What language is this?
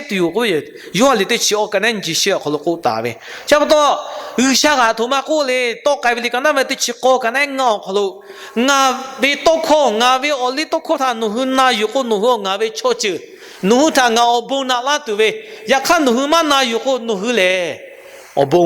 Lahu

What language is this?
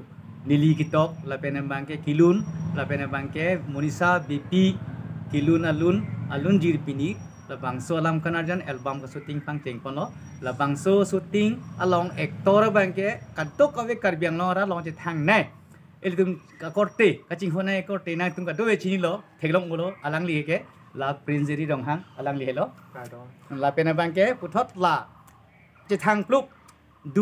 Karbi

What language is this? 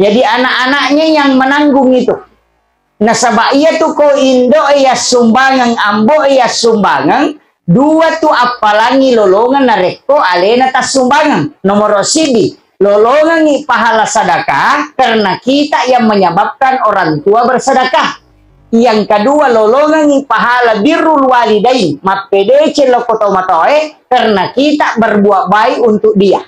Buginese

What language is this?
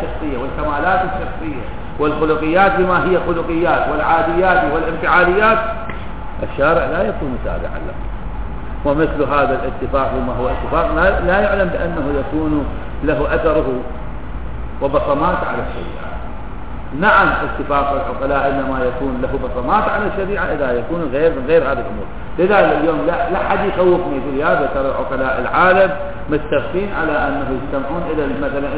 Arabic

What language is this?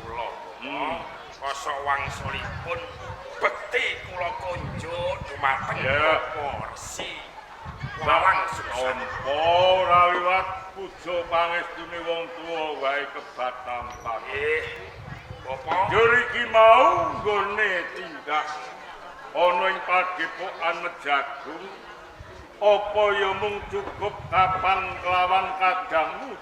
Javanese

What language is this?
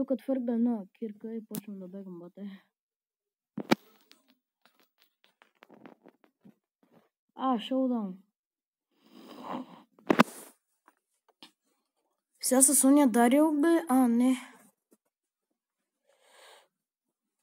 Bulgarian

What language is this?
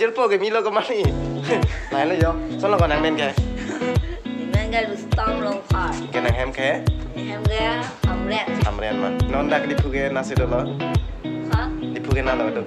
Karbi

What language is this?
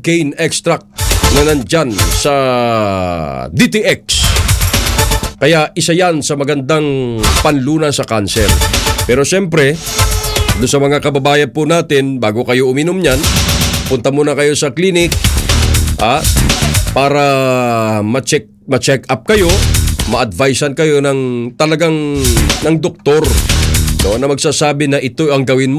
Filipino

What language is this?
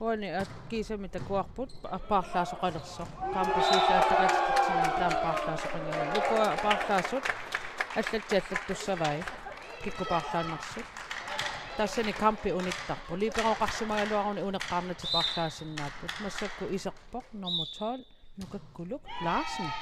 Kalaallisut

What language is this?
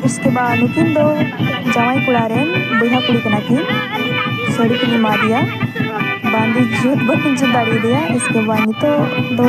Santali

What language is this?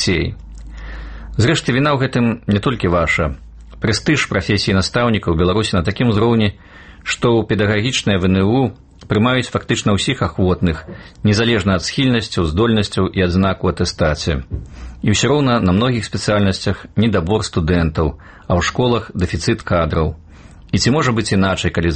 Belarusian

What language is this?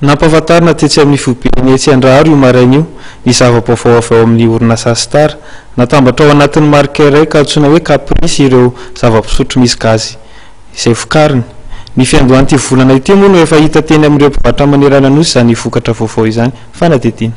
Malagasy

